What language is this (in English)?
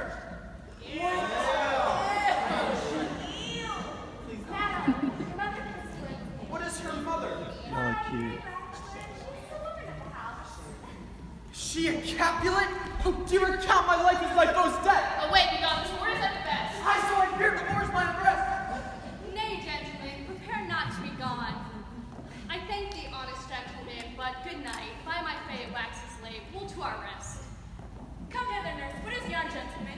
English